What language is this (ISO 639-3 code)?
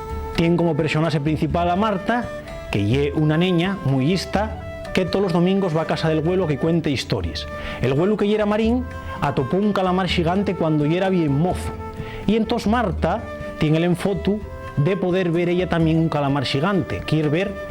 ast